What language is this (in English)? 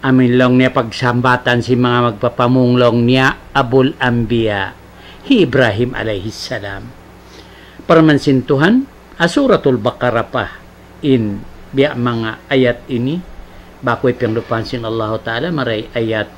Tausug